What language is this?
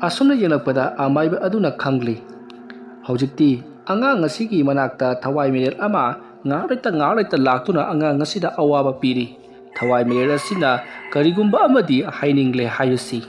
Manipuri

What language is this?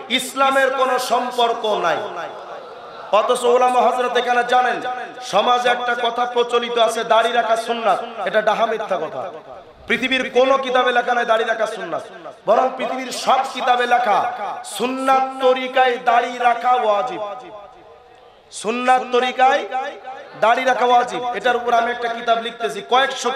Bangla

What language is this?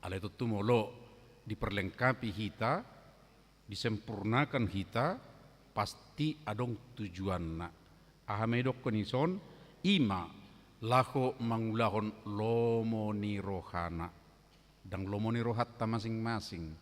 Batak Toba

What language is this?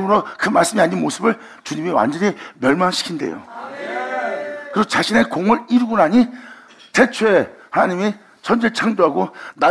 Korean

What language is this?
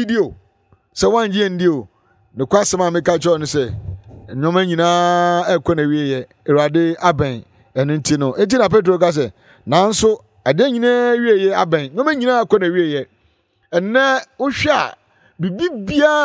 Akan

